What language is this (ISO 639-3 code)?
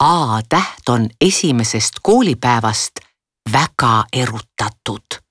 est